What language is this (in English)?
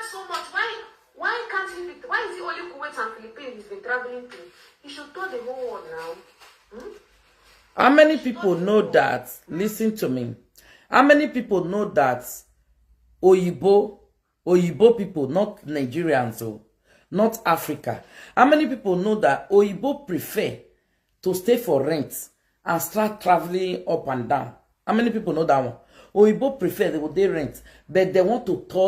Nigerian Pidgin